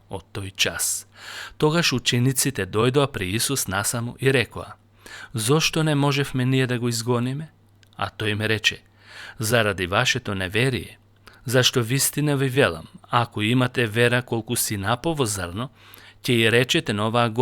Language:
Macedonian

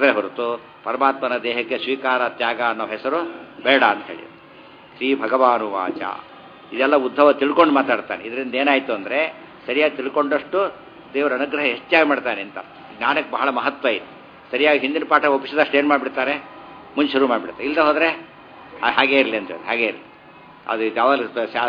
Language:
Kannada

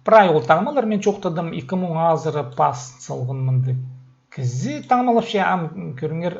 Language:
Khakas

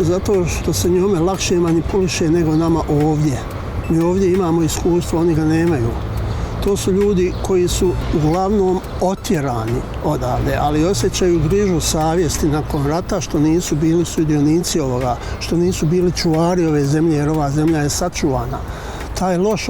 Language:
Bosnian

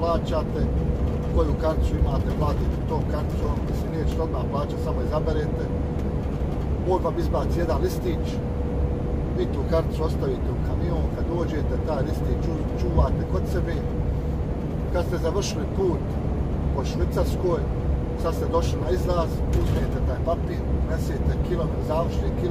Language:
Croatian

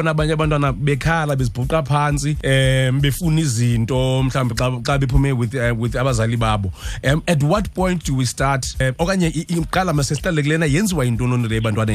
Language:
Xhosa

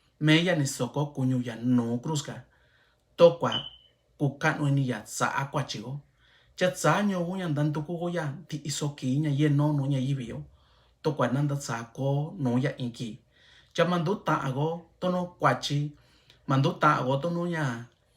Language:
Mixtepec Mixtec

